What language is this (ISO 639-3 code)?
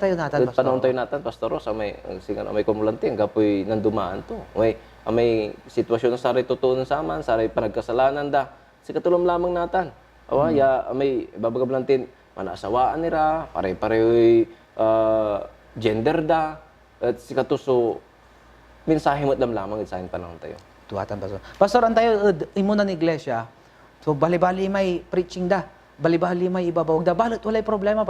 pag